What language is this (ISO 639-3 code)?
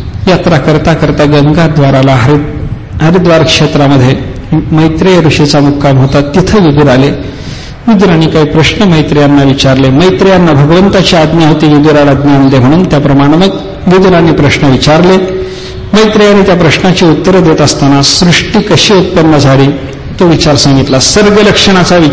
mar